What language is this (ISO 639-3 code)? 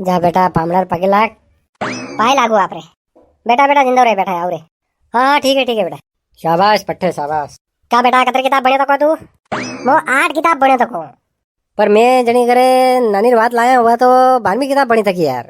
raj